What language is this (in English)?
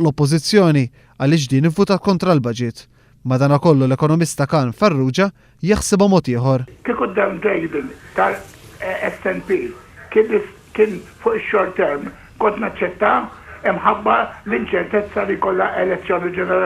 Maltese